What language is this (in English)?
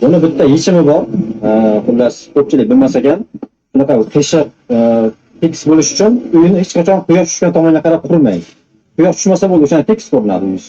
Uzbek